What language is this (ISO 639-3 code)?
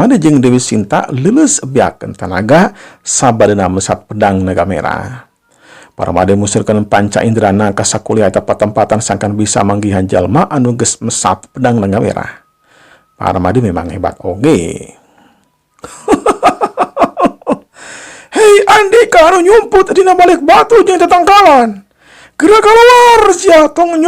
sun